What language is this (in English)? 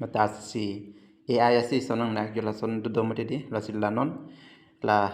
Karbi